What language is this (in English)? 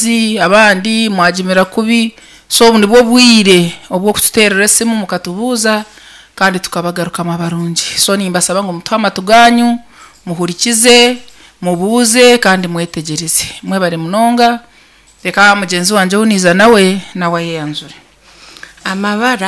Nyankole